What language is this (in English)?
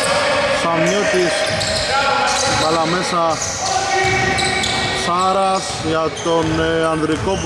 Greek